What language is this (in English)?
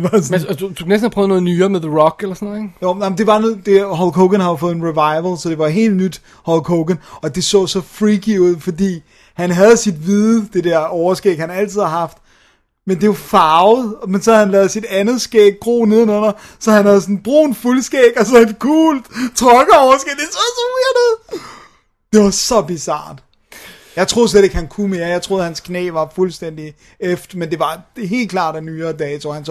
Danish